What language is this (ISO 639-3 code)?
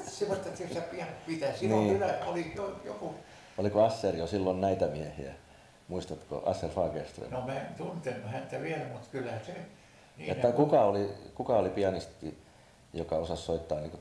fin